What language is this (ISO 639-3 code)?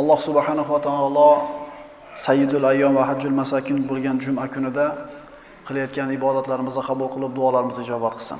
uzb